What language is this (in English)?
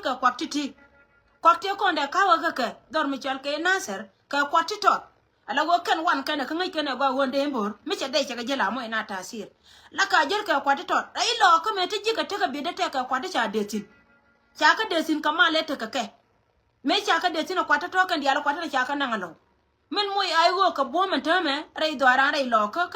Nuer